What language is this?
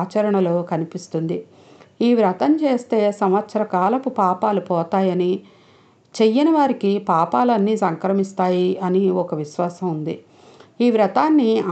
Telugu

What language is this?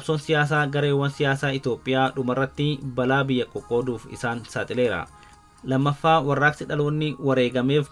Oromo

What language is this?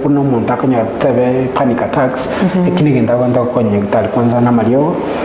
Gusii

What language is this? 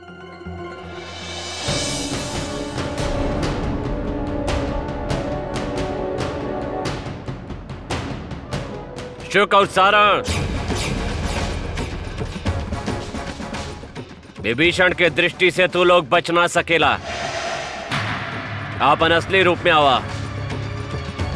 Bhojpuri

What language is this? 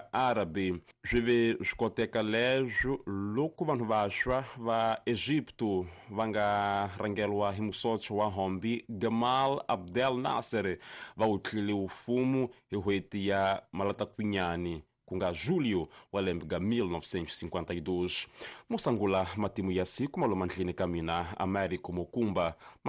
Tsonga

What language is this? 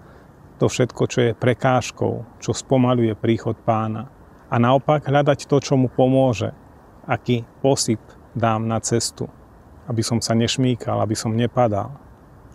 Slovak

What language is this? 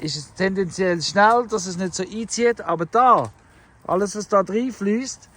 Swiss German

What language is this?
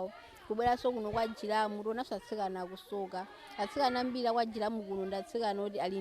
Nyanja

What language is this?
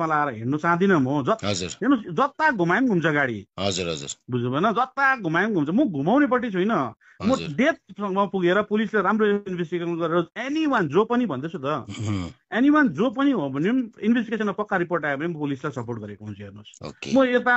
Nepali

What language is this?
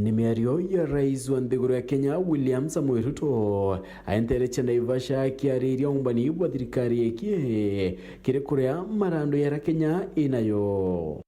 Meru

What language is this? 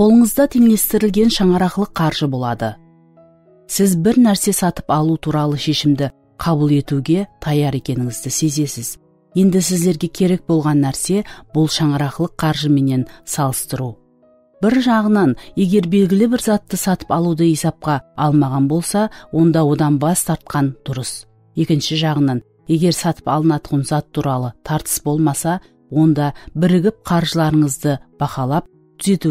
Kara-Kalpak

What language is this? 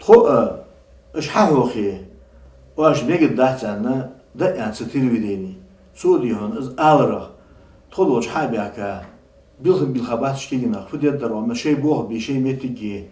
Ingush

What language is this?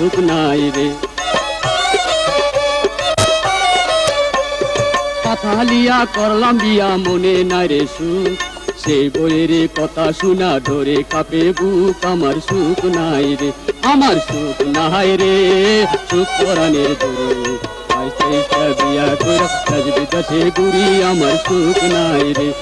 Bangla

